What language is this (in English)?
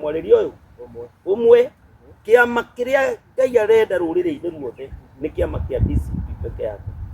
Kikuyu